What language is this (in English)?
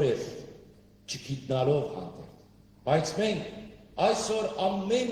Western Armenian